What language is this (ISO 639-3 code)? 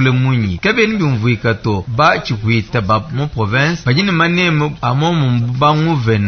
lua